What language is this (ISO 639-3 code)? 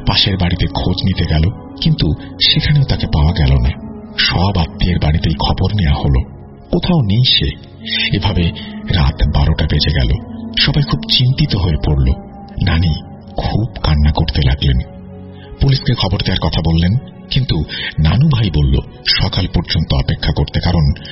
ben